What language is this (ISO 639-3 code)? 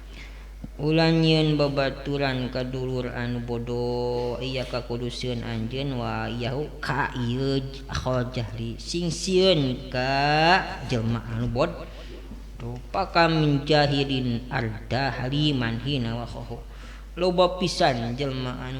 sun